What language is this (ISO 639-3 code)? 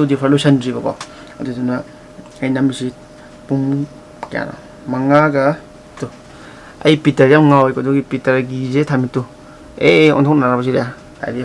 mni